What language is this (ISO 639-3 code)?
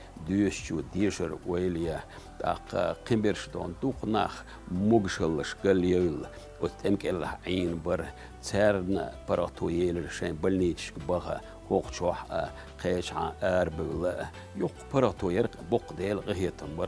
che